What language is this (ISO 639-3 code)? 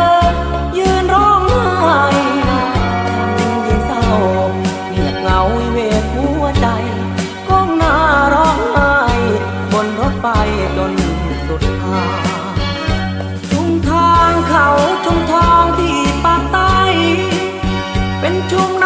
tha